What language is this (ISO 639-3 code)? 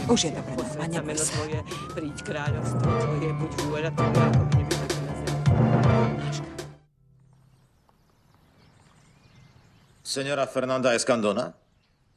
slk